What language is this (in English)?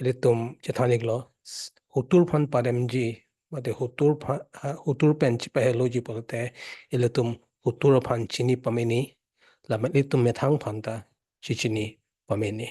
Karbi